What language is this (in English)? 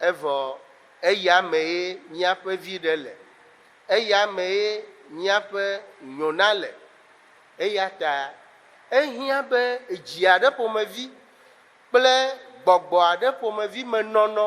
Ewe